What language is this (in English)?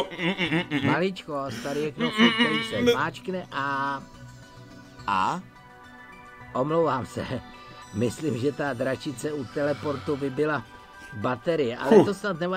Czech